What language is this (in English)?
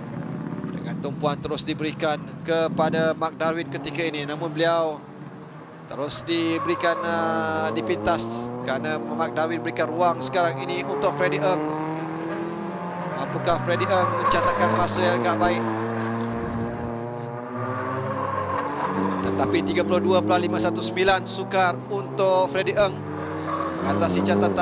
Malay